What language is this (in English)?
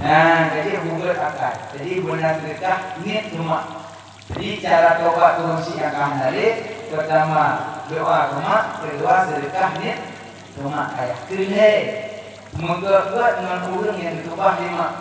Achinese